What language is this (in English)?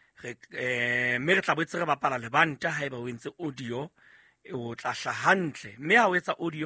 Southern Sotho